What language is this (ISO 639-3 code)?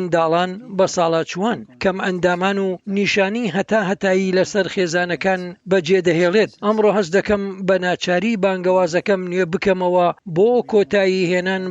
ckb